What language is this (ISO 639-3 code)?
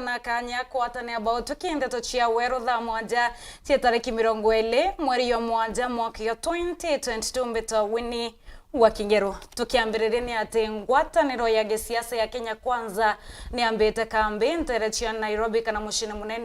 mer